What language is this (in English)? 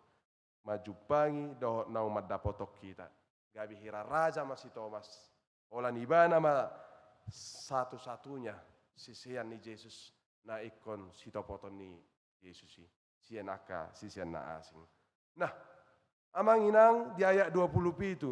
Batak Toba